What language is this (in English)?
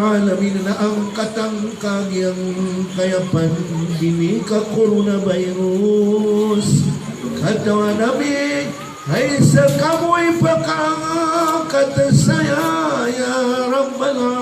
Maranao